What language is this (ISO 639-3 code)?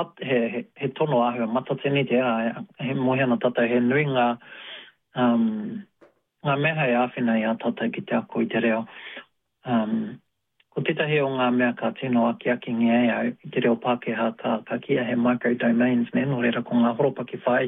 mri